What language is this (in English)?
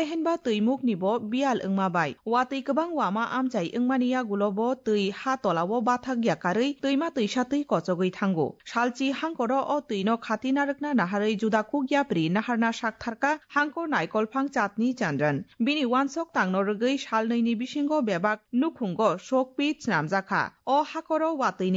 Kok Borok